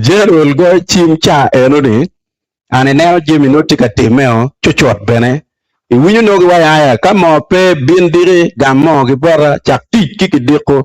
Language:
Acoli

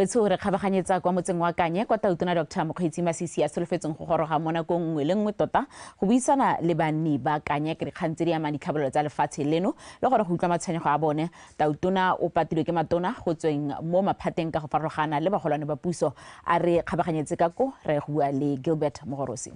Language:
Tswana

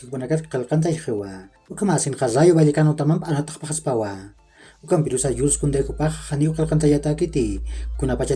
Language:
Aymara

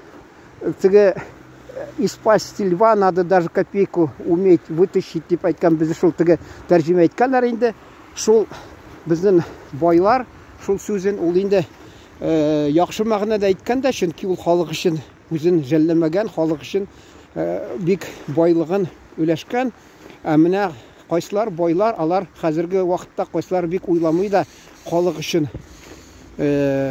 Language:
Tatar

